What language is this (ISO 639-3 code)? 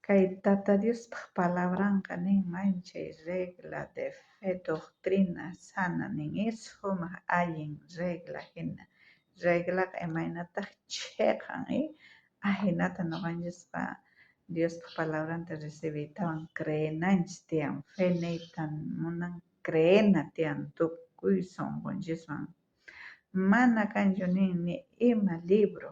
quh